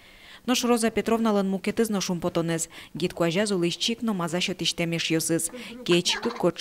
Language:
Udmurt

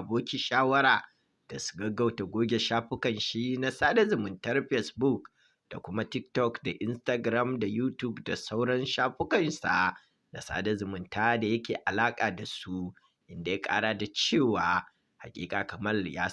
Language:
Hausa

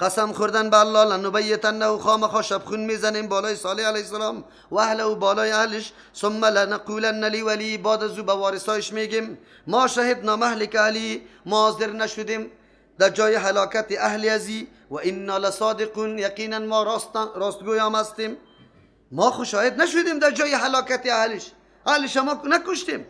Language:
Persian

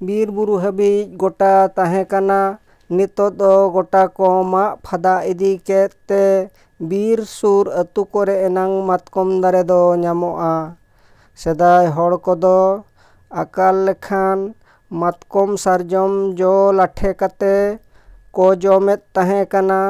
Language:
Santali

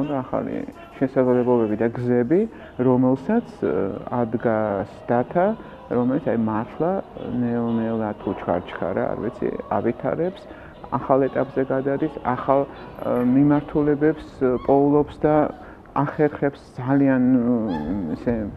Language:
Georgian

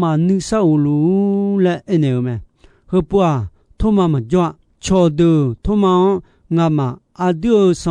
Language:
Akha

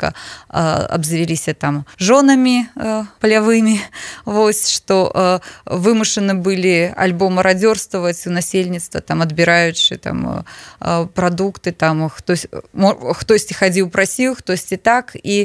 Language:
Belarusian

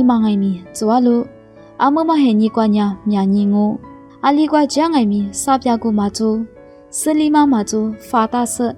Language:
Lisu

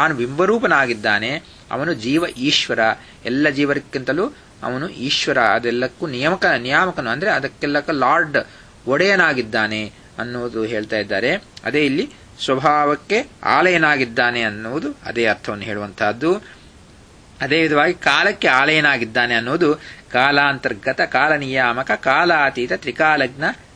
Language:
Kannada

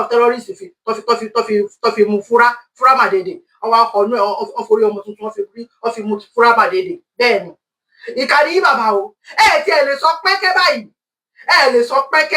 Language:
Yoruba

